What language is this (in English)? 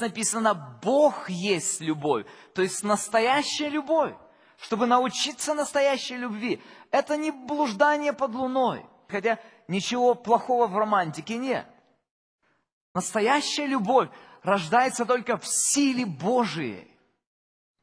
Russian